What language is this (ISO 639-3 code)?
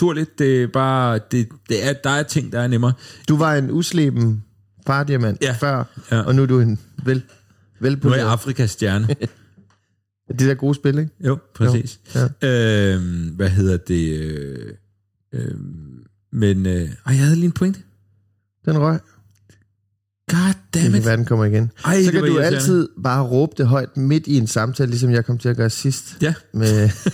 dan